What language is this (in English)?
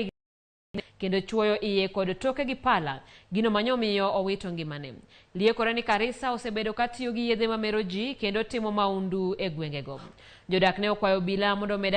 Luo (Kenya and Tanzania)